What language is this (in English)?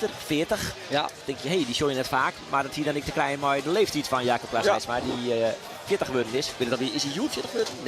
Western Frisian